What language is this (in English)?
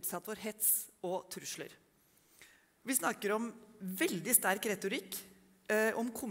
Norwegian